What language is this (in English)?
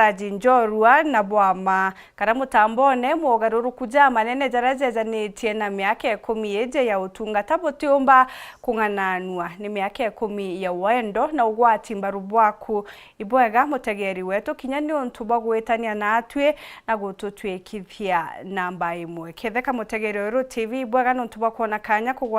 Meru